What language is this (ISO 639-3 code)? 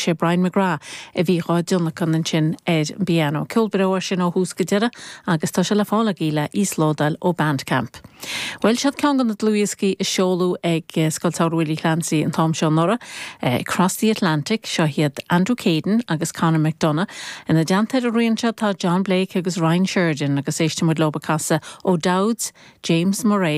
gle